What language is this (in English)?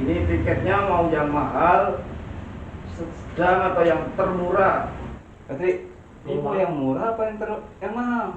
Betawi